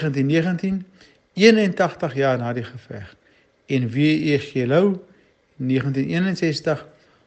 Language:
Afrikaans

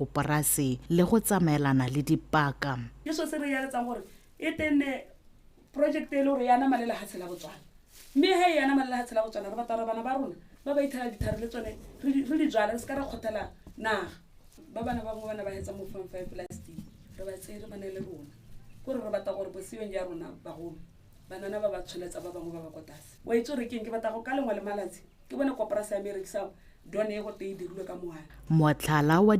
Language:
Tswana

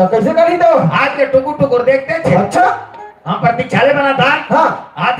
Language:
Chhattisgarhi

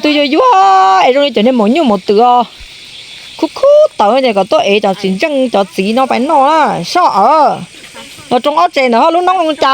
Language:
Hmong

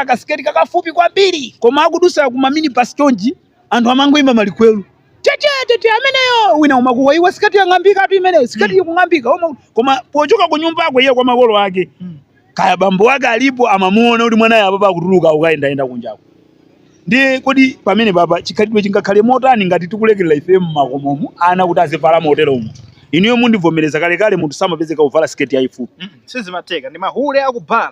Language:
Nyanja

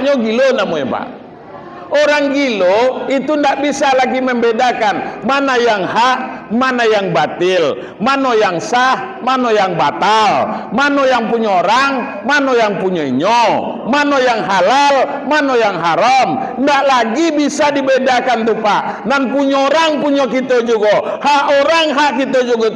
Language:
Minangkabau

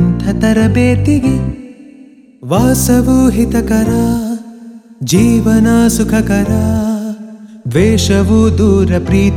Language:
Kannada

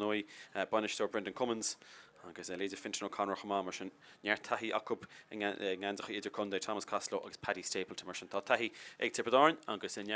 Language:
Irish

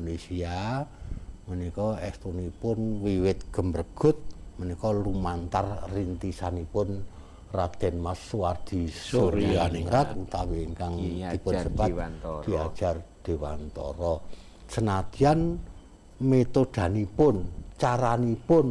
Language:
Javanese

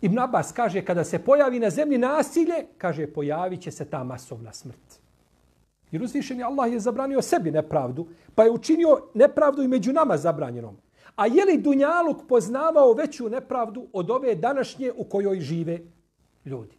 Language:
Bosnian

